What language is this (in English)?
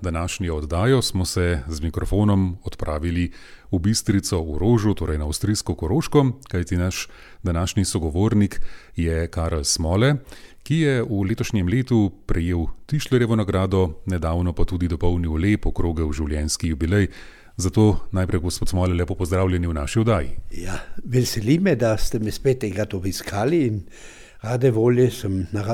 Slovenian